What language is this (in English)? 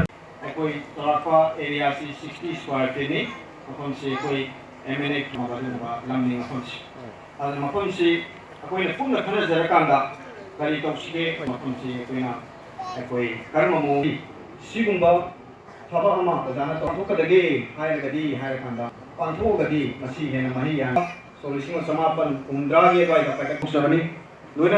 Manipuri